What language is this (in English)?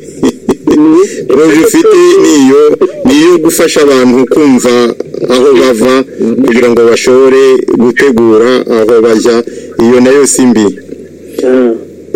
Kinyarwanda